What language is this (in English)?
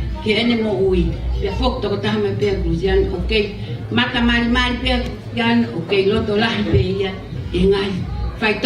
Tongan